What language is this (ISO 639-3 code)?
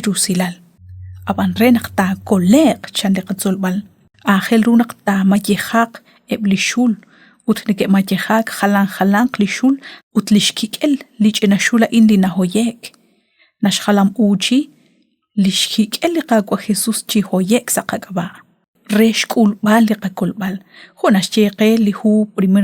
kek